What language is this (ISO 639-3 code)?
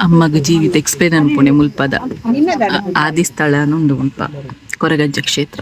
tcy